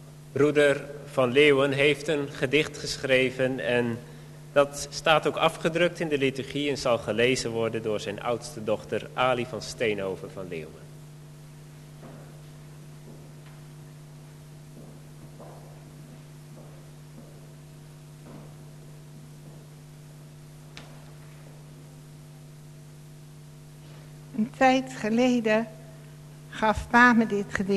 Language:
Dutch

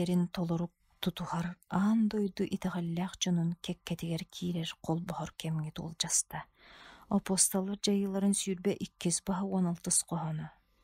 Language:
Yakut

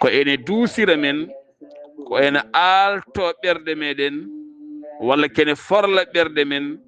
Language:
Fula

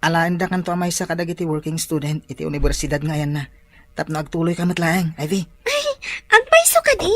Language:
Iloko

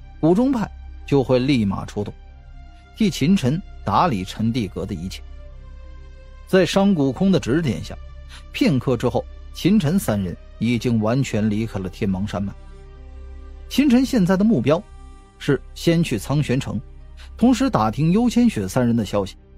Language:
Chinese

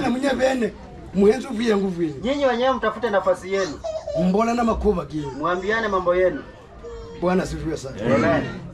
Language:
Swahili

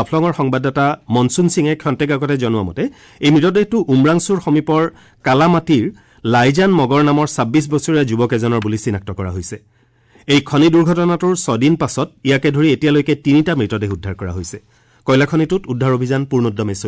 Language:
Assamese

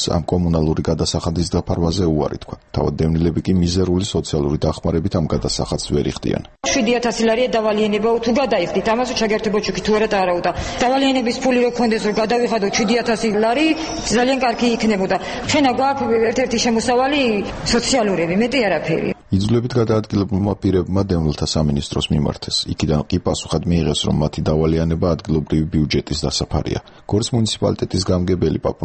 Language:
Georgian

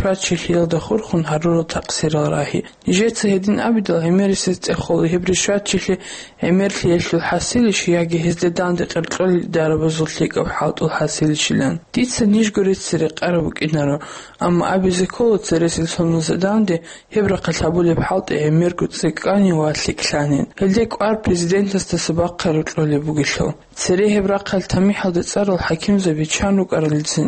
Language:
Avaric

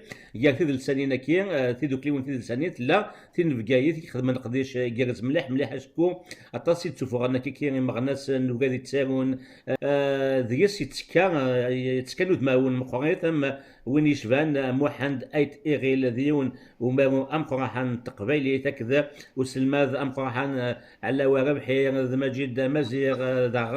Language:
Kabyle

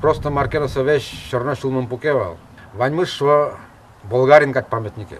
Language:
Udmurt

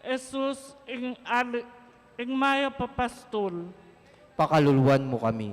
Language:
Pampanga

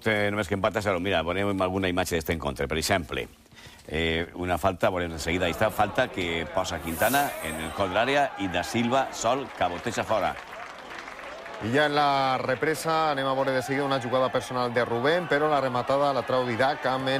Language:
Catalan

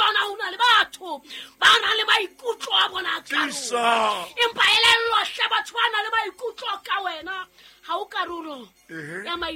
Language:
Southern Sotho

